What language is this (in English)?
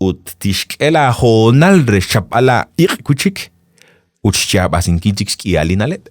Kekchí